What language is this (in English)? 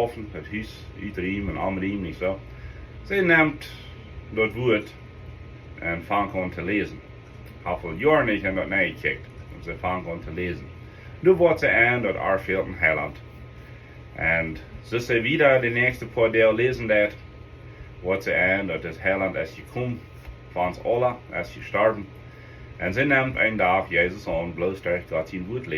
Plautdietsch